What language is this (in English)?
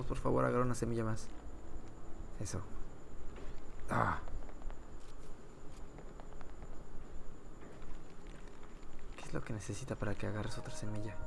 Spanish